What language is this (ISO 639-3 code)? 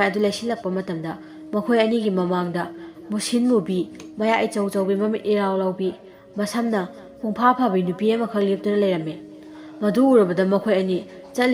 mni